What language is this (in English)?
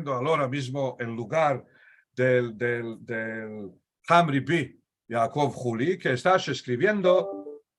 Ladino